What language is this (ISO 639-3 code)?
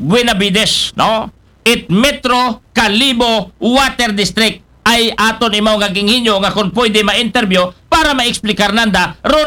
akl